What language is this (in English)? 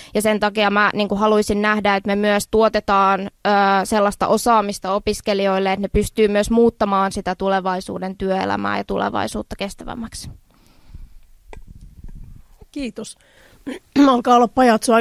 Finnish